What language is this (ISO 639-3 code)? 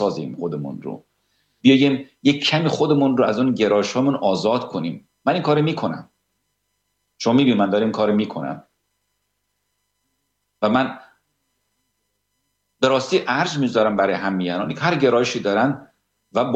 fas